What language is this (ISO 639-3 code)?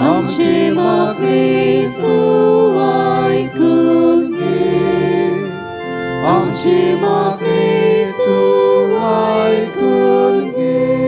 kok